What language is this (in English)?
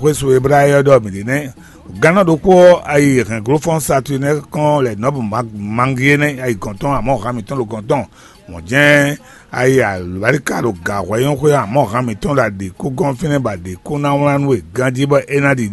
Fon